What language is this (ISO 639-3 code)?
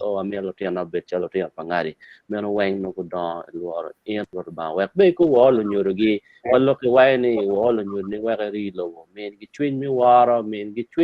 ach